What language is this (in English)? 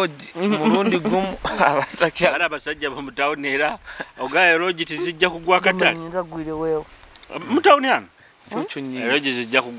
Nyoro